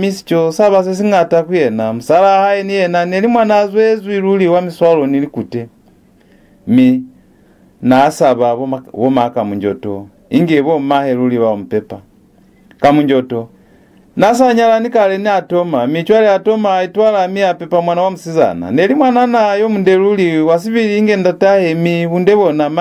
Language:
Lozi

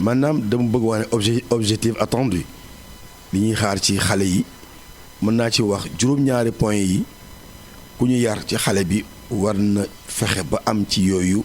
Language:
Wolof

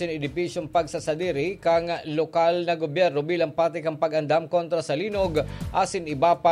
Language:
Bikol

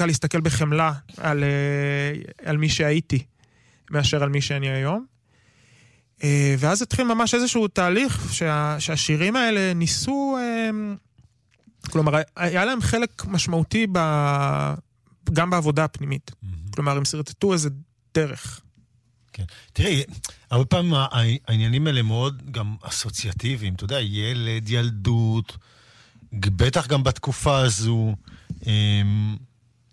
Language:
Hebrew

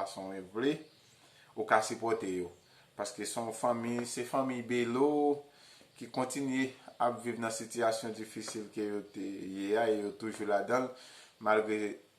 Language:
Haitian Creole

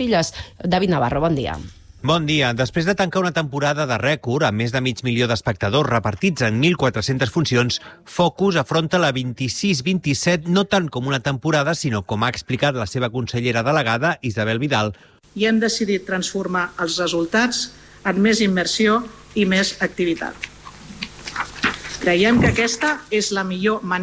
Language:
Catalan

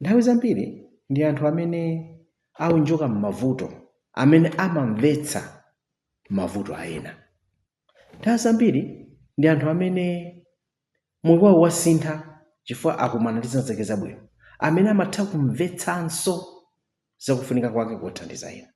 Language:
Nyanja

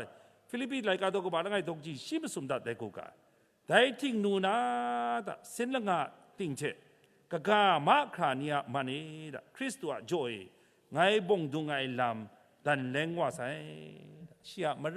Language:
Kachin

